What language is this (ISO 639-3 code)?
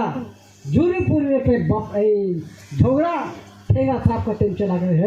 sat